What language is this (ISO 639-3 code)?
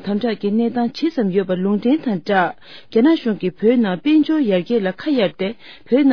bod